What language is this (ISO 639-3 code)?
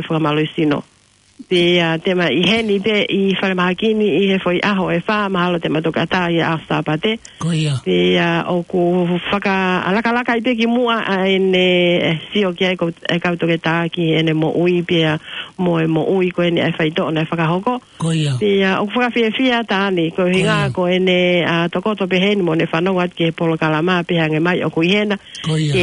ton